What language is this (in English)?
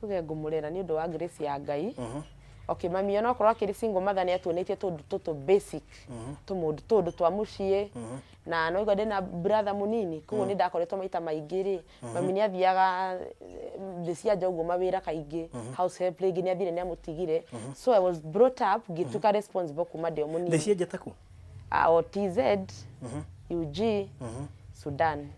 Kikuyu